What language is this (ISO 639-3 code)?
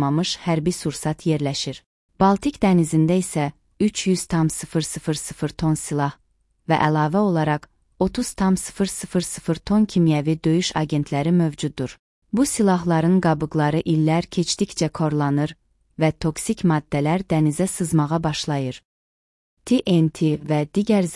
aze